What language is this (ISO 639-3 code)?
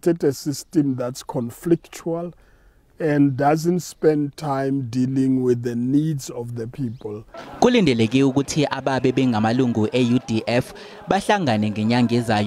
zul